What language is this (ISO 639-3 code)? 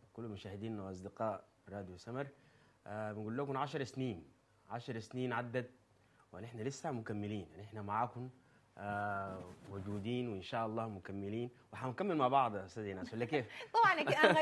apd